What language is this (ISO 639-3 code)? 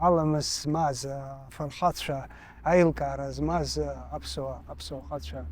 abk